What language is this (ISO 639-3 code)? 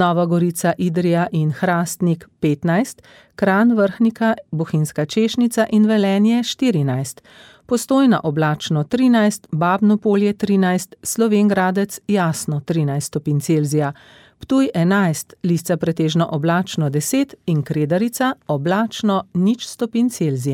slv